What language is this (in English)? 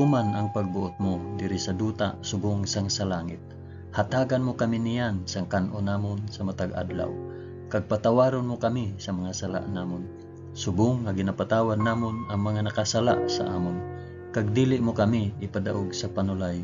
Hiligaynon